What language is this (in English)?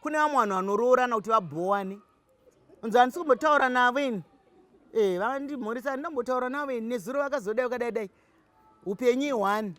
Shona